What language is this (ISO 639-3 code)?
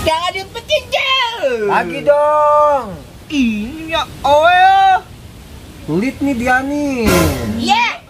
bew